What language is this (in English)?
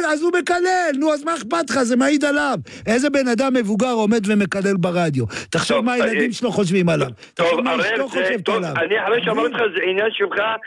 Hebrew